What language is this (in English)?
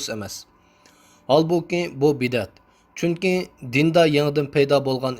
Uyghur